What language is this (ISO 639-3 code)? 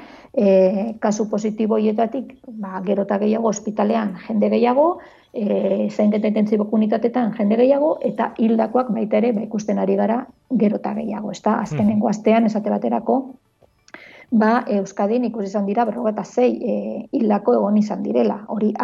eus